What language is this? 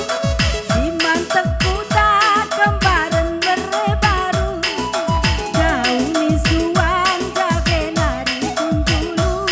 Batak Karo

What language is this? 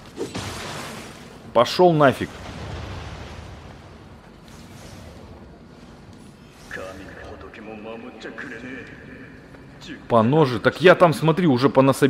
Russian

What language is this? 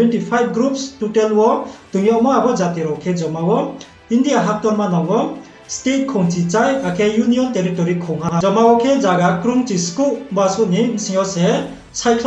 Riang (India)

